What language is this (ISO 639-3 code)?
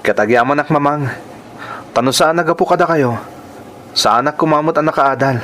ilo